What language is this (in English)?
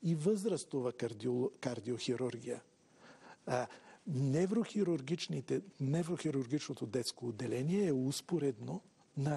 Bulgarian